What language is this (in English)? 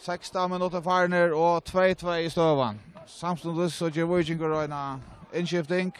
Faroese